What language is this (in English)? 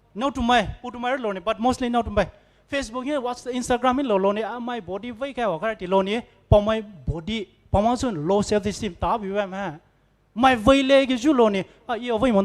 Poumei Naga